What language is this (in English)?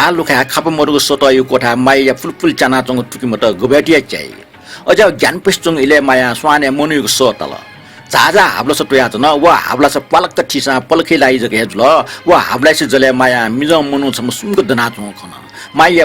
Newari